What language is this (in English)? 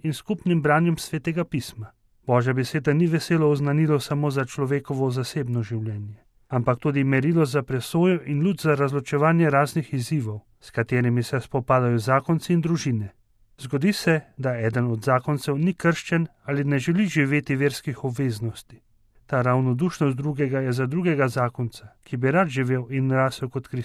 Slovenian